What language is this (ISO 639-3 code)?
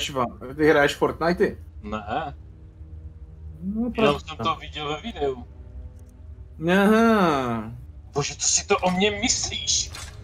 ces